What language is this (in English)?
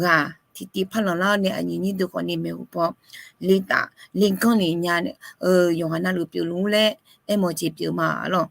Akha